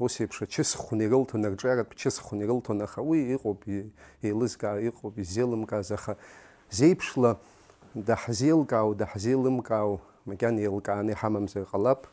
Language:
Abkhazian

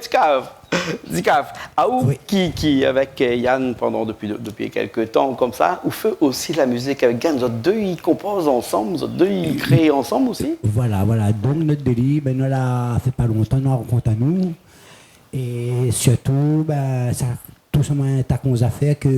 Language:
Réunion Creole French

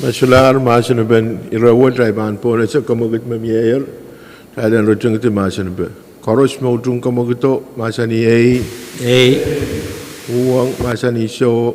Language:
Pohnpeian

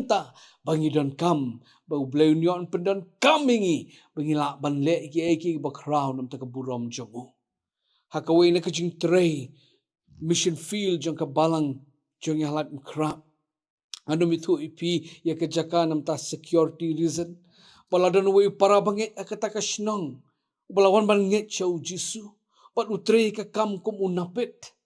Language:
Khasi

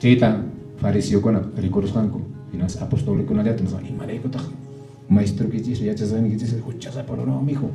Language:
Quechua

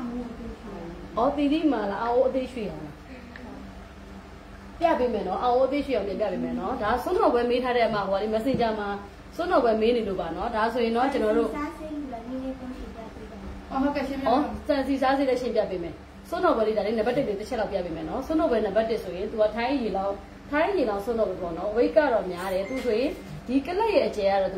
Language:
Burmese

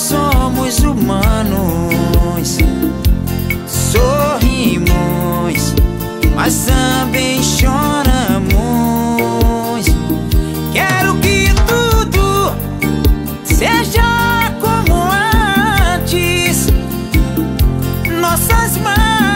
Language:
Portuguese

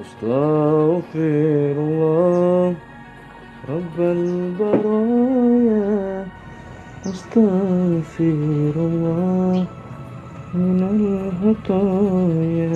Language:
Madurese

